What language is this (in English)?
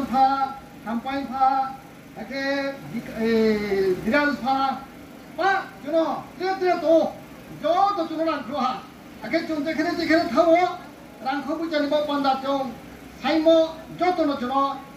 Riang (India)